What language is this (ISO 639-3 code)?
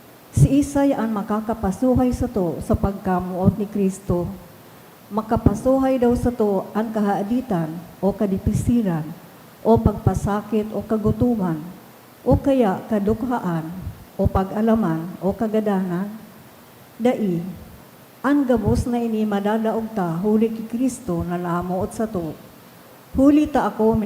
bik